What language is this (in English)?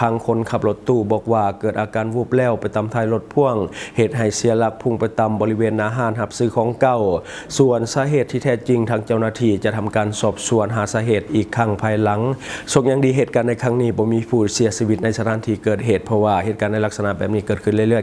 Lao